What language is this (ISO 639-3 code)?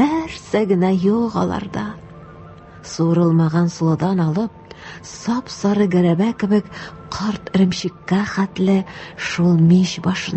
tat